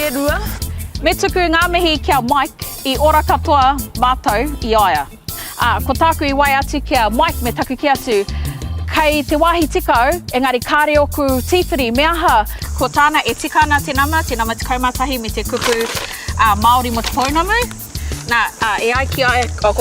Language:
Māori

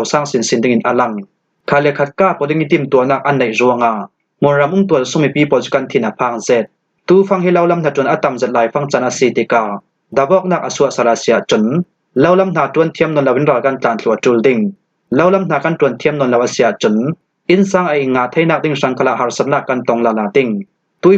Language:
Falam Chin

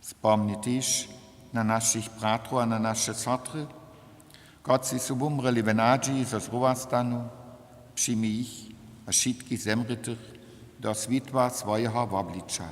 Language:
Upper Sorbian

